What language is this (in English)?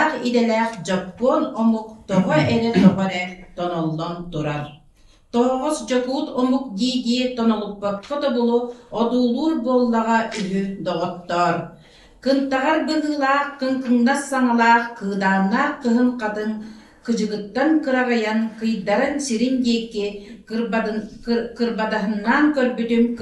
Yakut